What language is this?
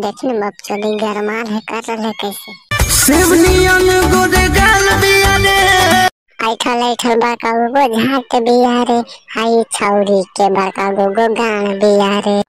Magahi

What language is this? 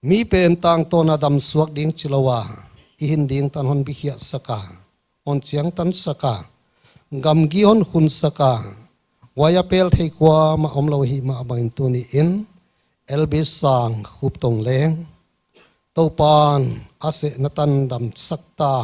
Paite Chin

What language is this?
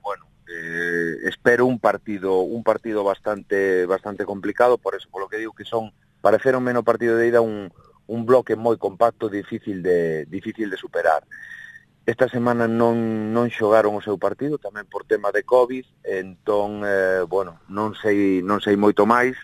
Galician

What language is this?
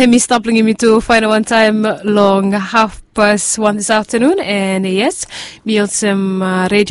Bislama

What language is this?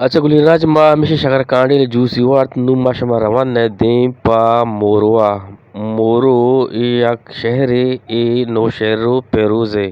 Eastern Balochi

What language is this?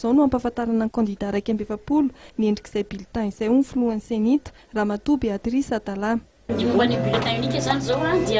Malagasy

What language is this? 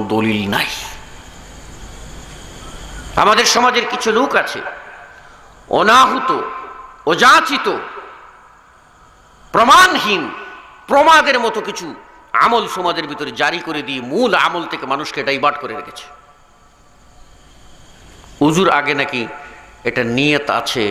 Bangla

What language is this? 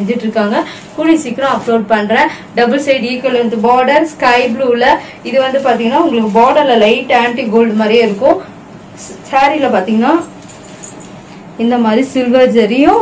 Tamil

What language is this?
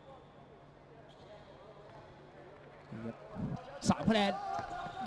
Thai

